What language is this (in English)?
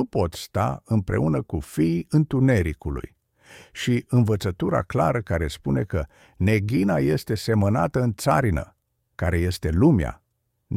Romanian